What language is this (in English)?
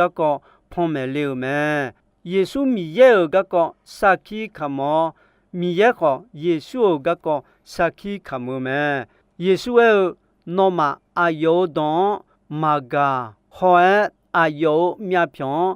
Akha